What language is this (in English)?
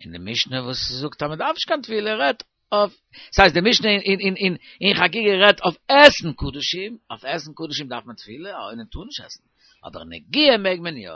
Yiddish